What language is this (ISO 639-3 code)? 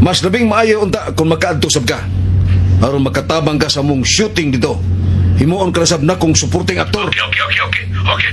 ceb